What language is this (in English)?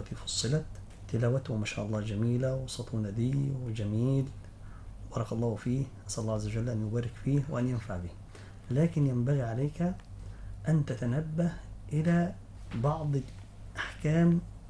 Arabic